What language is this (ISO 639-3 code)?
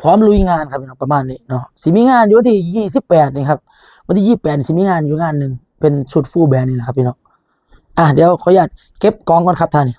tts